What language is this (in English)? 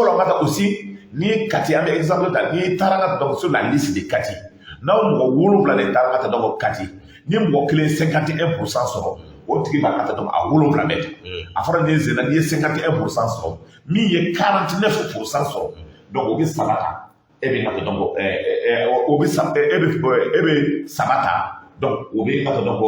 Bambara